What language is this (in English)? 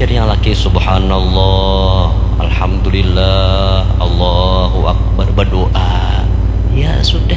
Banjar